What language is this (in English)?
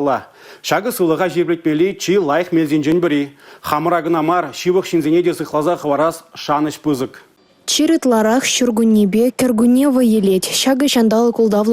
Chuvash